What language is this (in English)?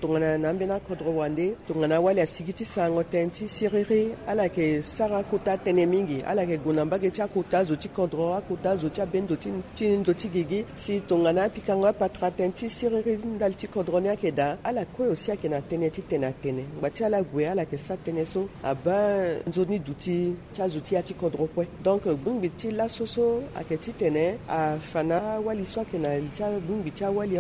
Sango